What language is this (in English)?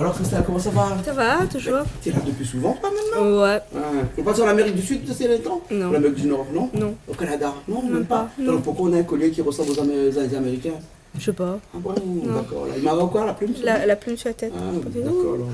Réunion Creole French